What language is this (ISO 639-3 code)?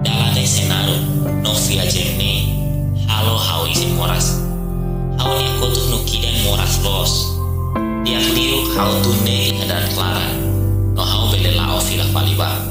tet